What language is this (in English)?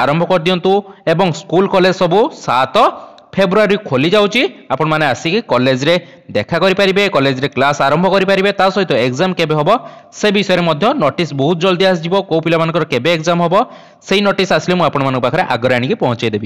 Odia